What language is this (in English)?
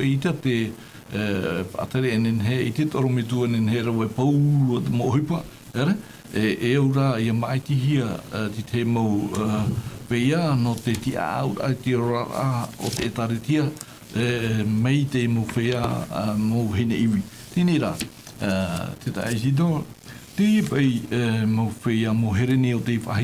Tahitian